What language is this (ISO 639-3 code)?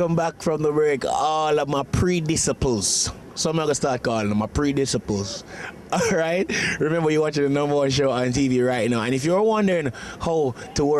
jam